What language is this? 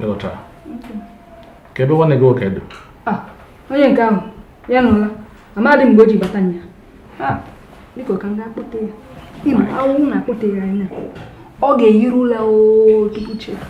Igbo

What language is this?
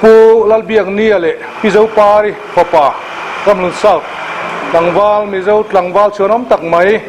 Mizo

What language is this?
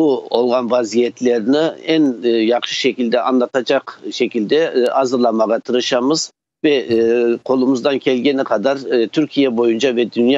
Crimean Tatar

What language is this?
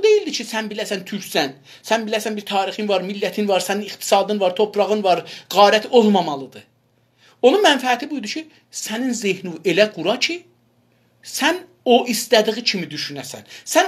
South Azerbaijani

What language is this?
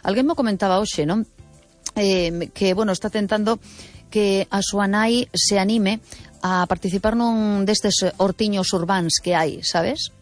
Galician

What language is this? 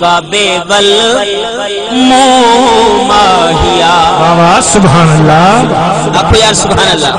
Saraiki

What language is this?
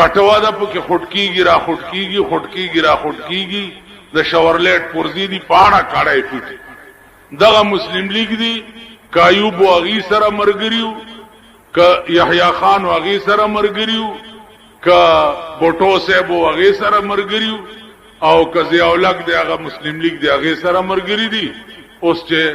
Pashto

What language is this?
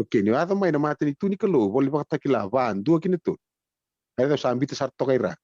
Fijian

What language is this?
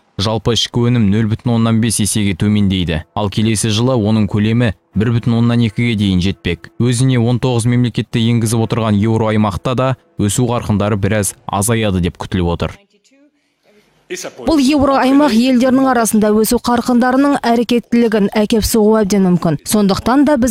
Kazakh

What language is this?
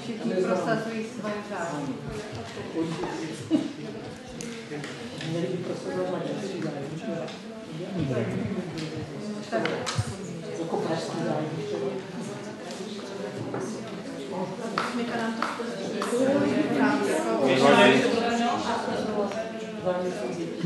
Czech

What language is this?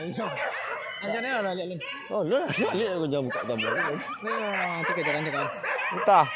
Minangkabau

